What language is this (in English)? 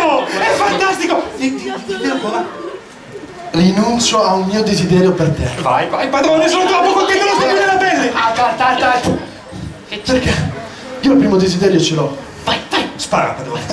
Italian